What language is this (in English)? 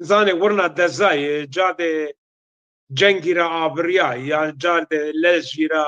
Zaza